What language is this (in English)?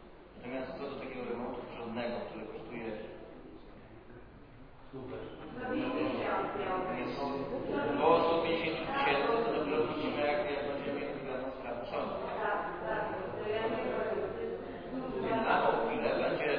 Polish